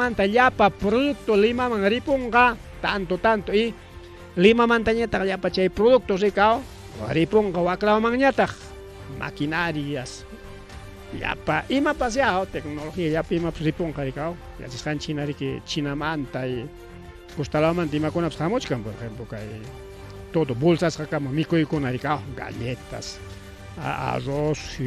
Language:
Ayacucho Quechua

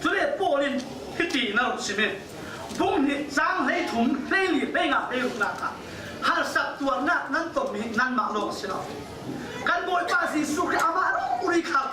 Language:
Falam Chin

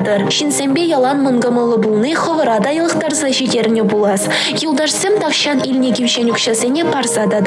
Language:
Chuvash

